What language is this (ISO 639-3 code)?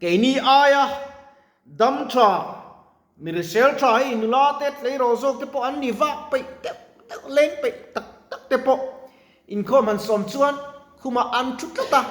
lus